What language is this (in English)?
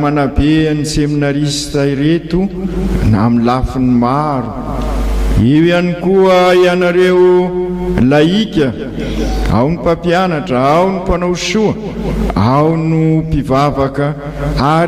Malagasy